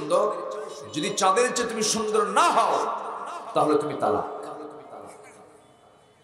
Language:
Bangla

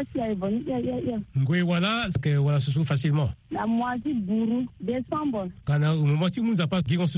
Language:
Sango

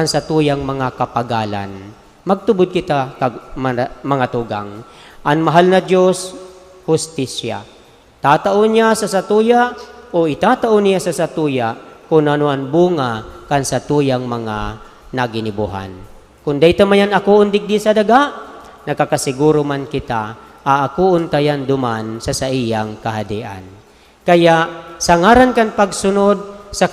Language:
Bikol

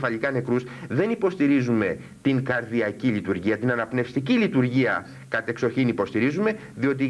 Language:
Greek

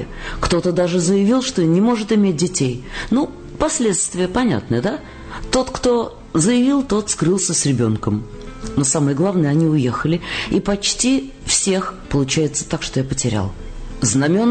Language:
Russian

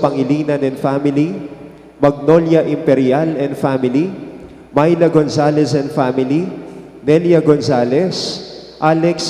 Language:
Pampanga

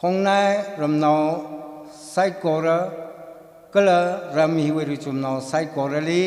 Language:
Tangkhul Naga (India)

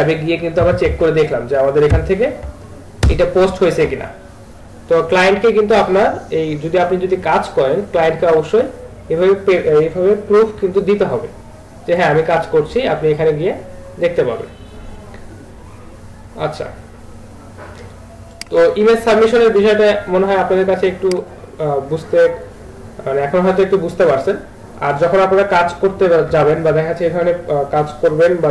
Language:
Bangla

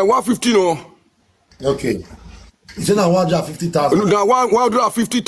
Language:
Nigerian Pidgin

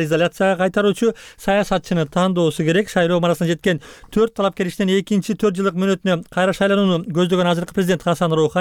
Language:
Kyrgyz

